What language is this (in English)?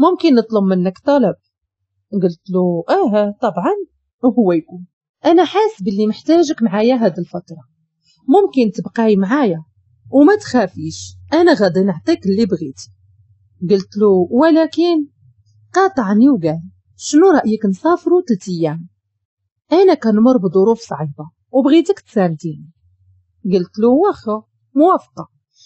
Moroccan Arabic